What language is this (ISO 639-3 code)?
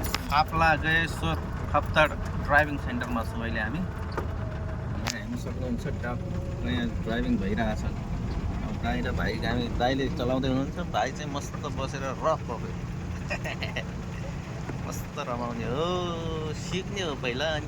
nep